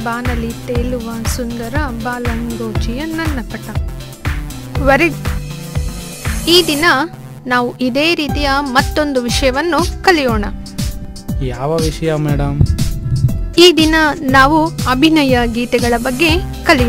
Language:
Kannada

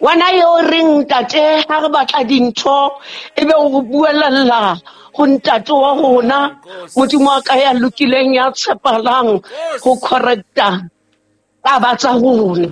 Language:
Southern Sotho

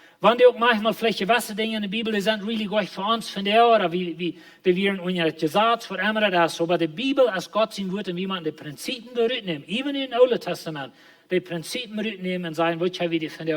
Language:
Plautdietsch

